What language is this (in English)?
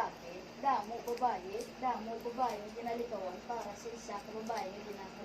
Hiligaynon